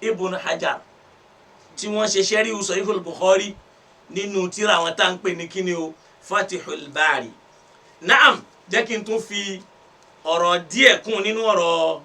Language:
Yoruba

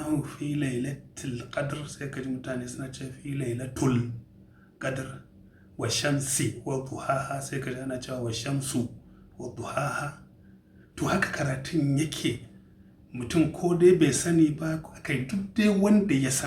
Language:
Hausa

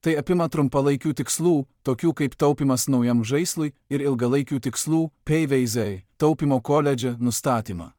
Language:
Lithuanian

